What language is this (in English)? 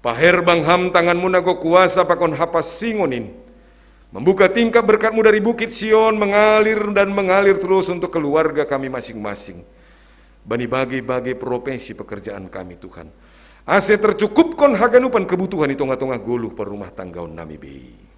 Batak Simalungun